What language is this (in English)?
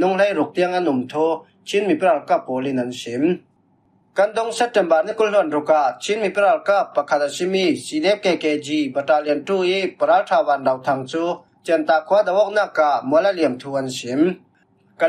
Falam Chin